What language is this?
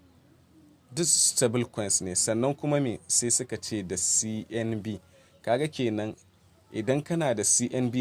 Hausa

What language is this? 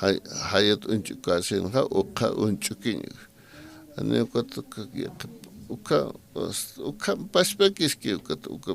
Aymara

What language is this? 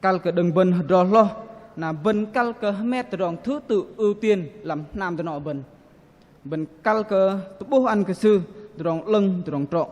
Bahnar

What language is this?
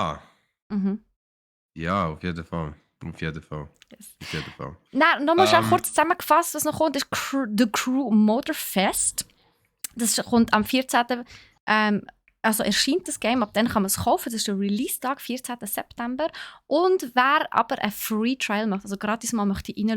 Swiss German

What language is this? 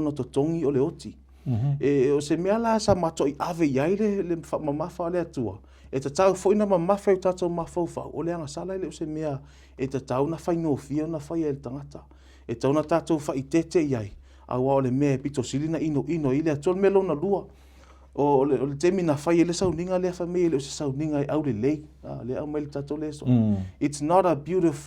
Samoan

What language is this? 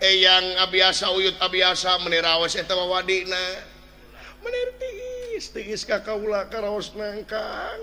Sundanese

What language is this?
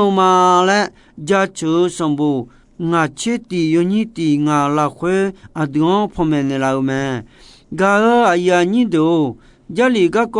Akha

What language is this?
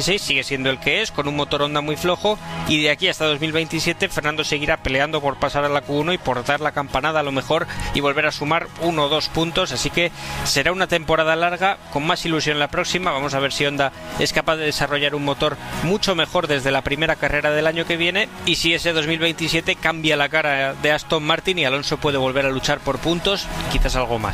Spanish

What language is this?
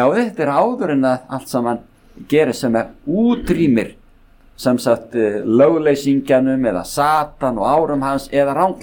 Icelandic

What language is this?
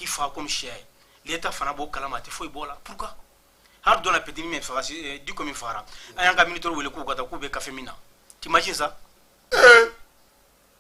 Bambara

